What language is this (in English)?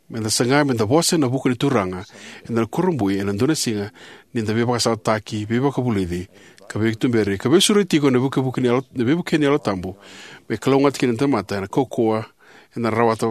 Fijian